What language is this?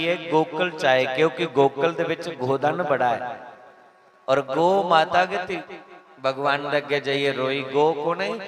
Dogri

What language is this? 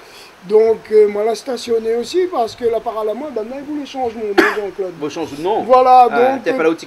Réunion Creole French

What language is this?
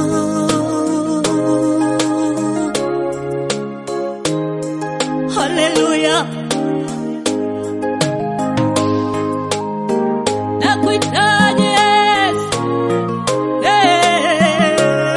Swahili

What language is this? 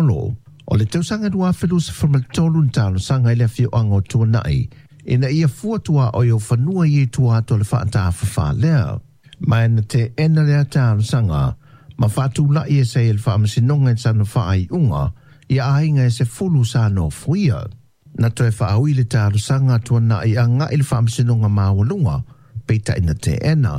Samoan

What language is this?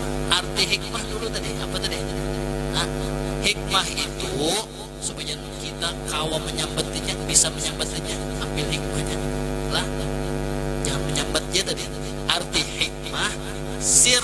Banjar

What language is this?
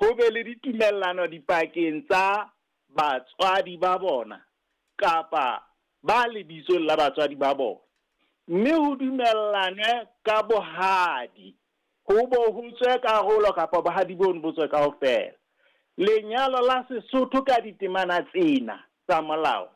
Southern Sotho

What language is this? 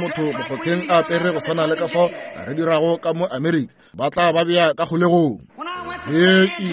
Northern Sotho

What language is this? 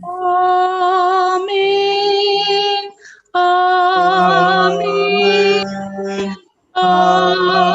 Batak Simalungun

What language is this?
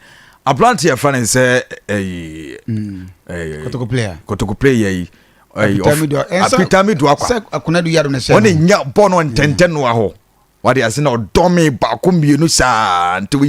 Akan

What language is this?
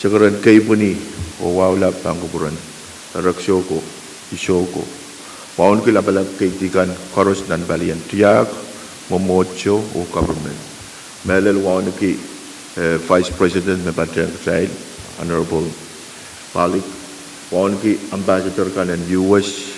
Pohnpeian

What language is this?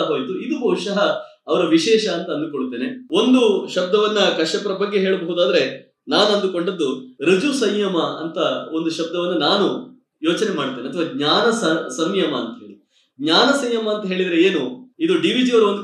Kannada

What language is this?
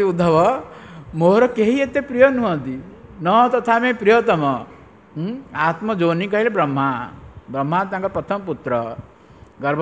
Odia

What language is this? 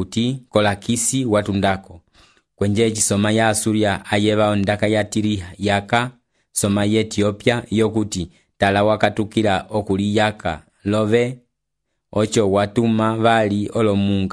Umbundu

